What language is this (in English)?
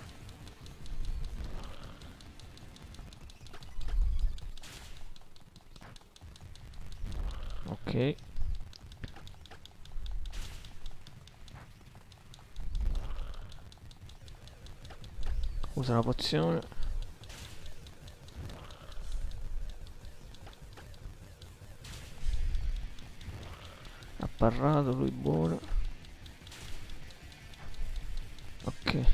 Italian